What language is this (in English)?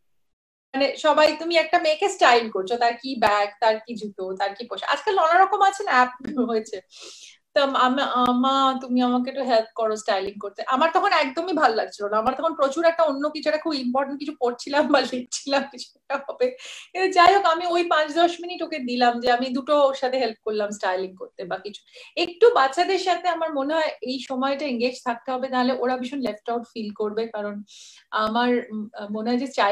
Bangla